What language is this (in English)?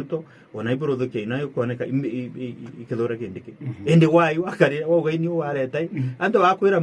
Meru